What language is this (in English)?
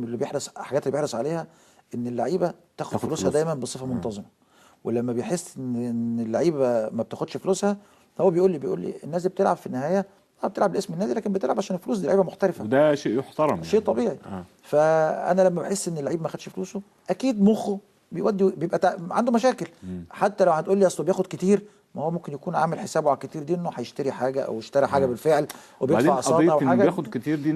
Egyptian Arabic